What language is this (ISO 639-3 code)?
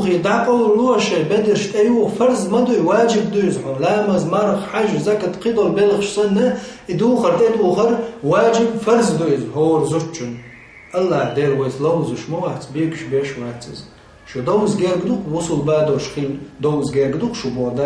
che